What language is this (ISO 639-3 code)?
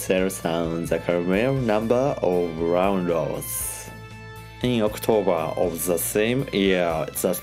eng